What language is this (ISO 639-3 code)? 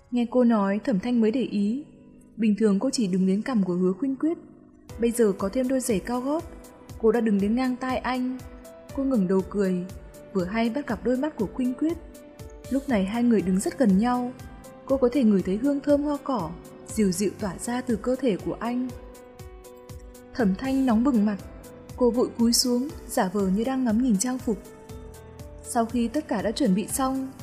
vie